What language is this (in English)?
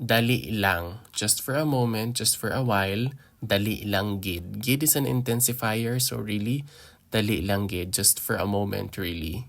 Hiligaynon